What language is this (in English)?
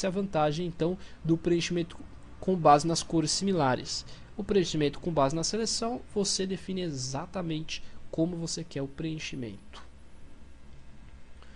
Portuguese